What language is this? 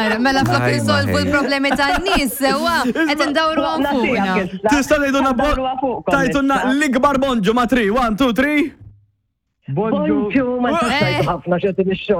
Maltese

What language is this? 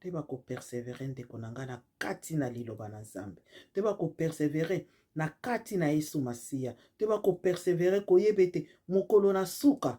Lingala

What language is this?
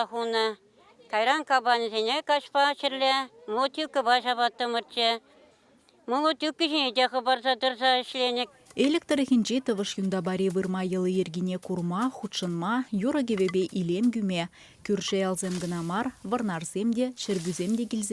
Chuvash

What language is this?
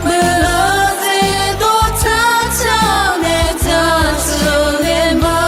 Akha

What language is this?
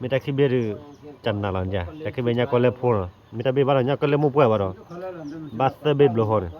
S'gaw Karen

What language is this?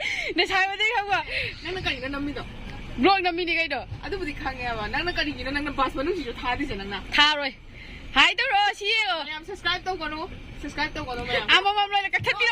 Manipuri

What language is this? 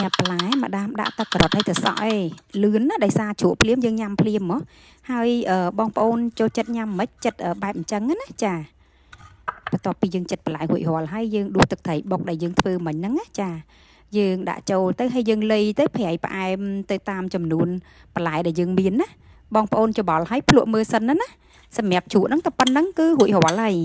Khmer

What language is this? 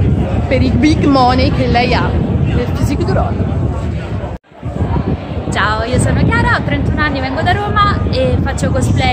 Italian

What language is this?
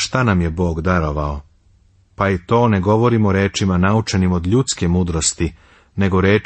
Serbian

